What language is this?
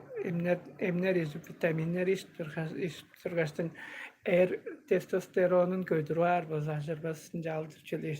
Tuvinian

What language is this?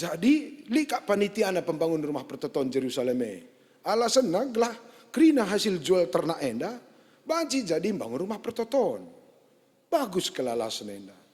Batak Karo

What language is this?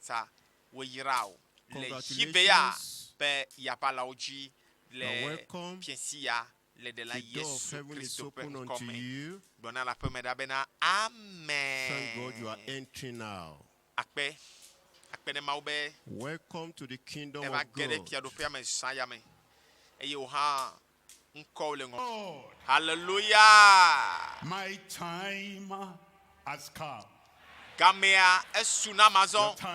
Ewe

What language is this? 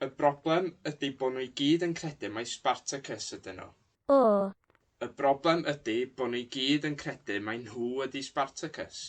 Welsh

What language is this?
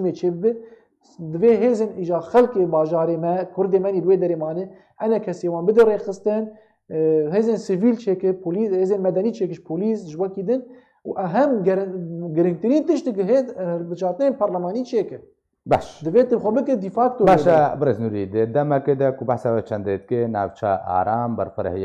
Kurdish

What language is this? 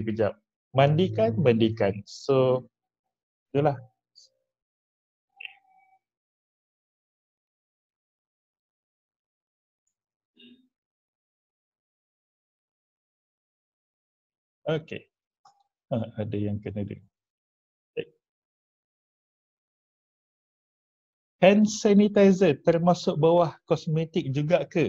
Malay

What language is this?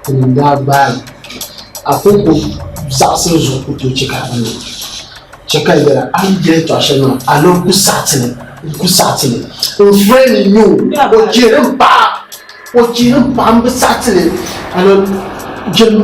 Dagbani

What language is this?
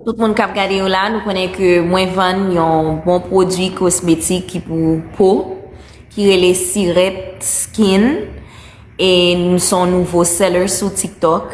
Haitian Creole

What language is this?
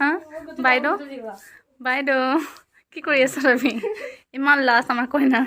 Assamese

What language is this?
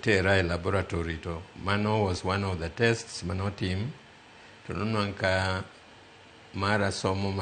Luo (Kenya and Tanzania)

